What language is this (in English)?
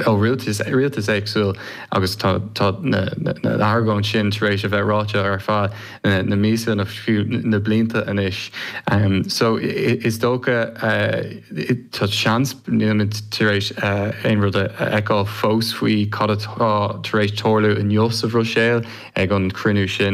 Irish